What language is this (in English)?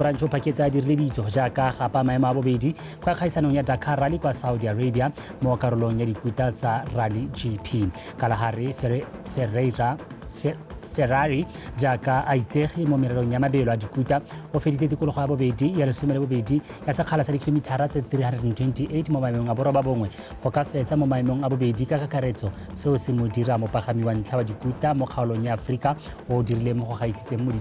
Tswana